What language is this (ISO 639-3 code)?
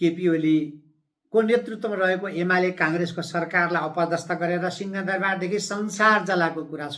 nep